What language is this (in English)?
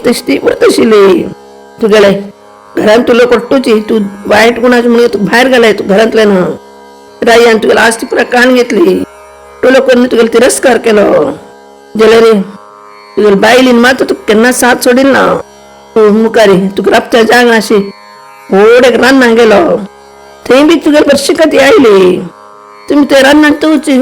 Konkani